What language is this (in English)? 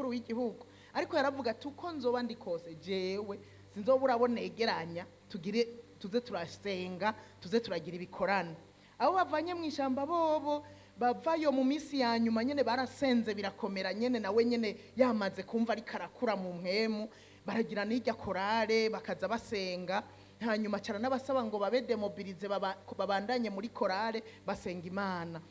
Rundi